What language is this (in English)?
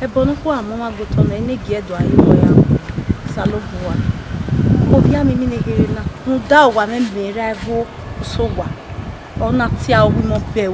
Bini